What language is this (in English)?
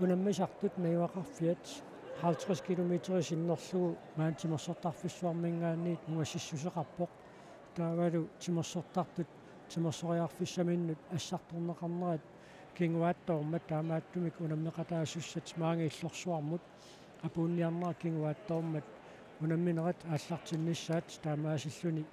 Kalaallisut